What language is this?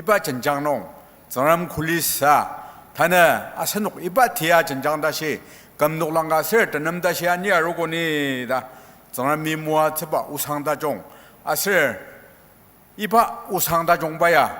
Ao Naga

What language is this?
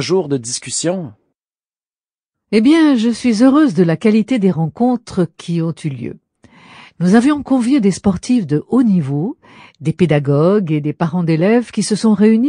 French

